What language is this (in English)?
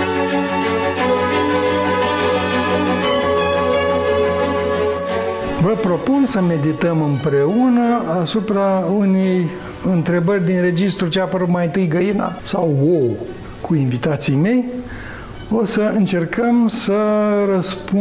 Romanian